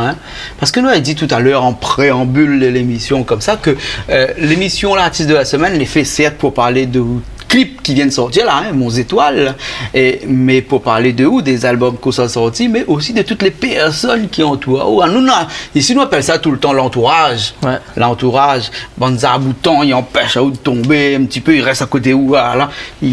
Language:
Réunion Creole French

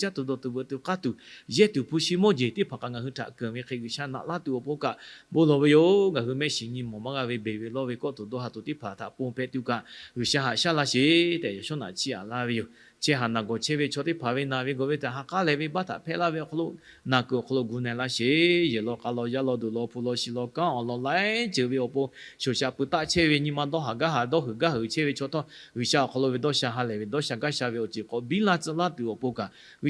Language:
Lahu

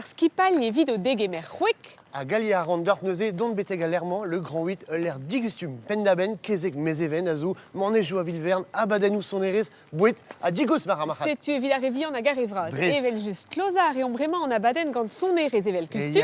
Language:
Breton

